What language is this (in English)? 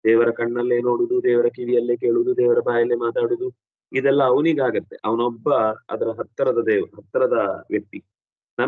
Kannada